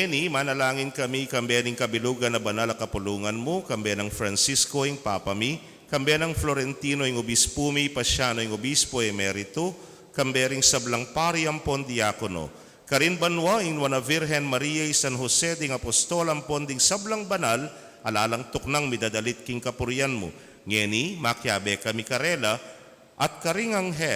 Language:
Pampanga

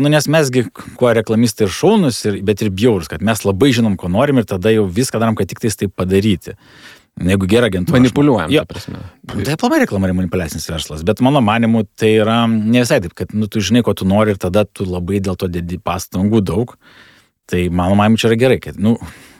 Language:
Lithuanian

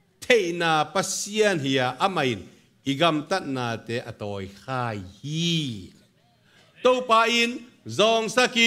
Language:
Tedim Chin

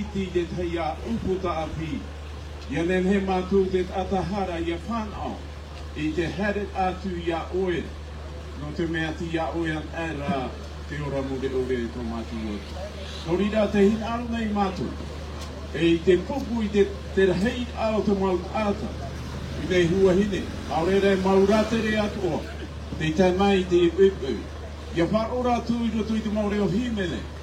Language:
Tahitian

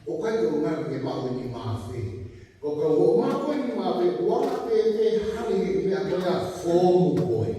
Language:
Tongan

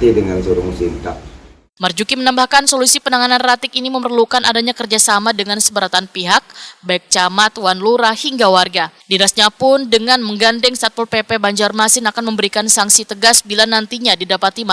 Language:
Banjar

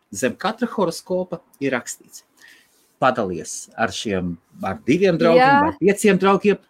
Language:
Latvian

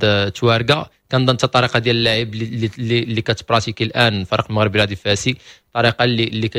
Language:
Moroccan Arabic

